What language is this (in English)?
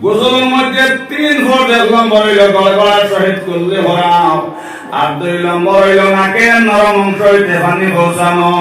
Sylheti